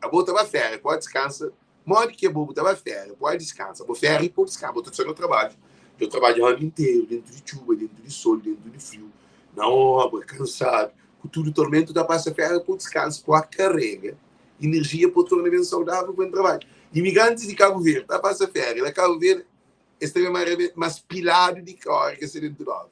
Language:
Kabuverdianu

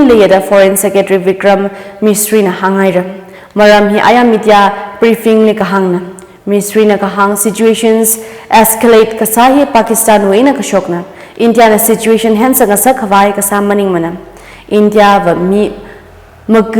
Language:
Tangkhul Naga (India)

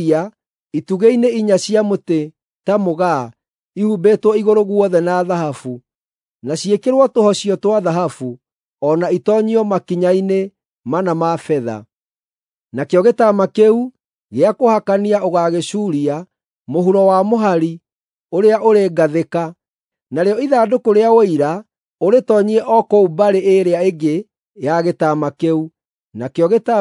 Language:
Kikuyu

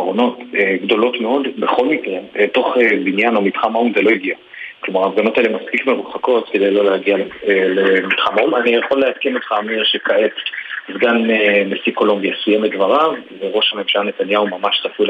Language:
Hebrew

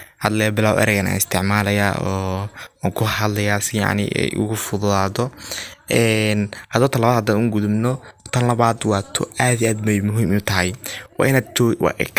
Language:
Somali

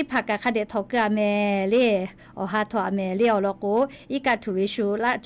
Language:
Lahu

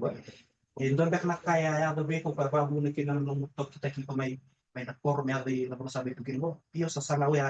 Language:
Fijian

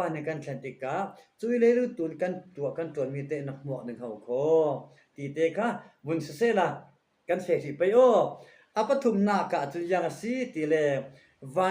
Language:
Falam Chin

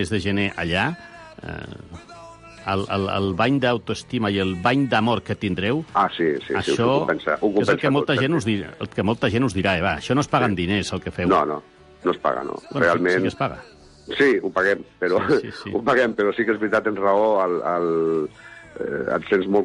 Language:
Catalan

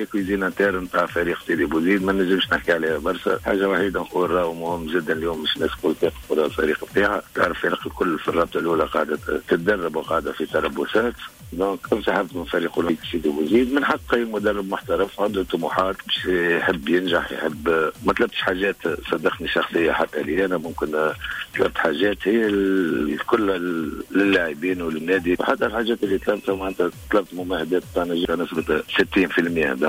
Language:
Tunisian Arabic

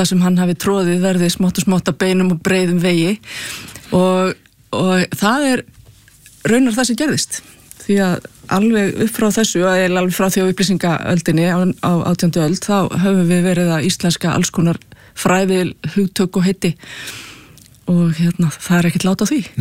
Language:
Icelandic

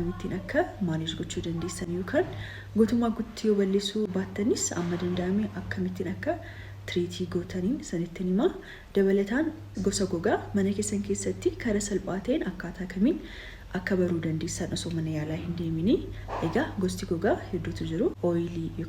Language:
Oromo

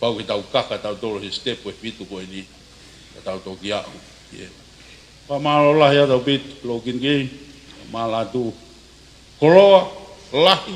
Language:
Tongan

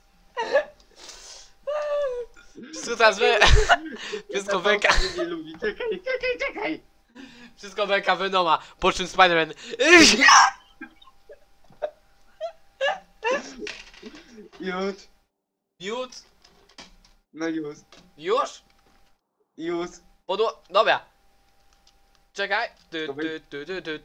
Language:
Polish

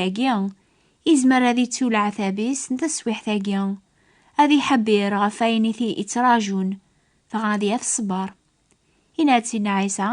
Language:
Kabyle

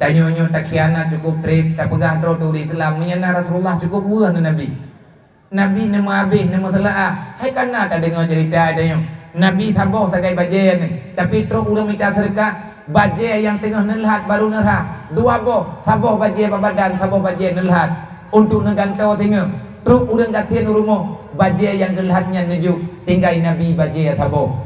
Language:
Achinese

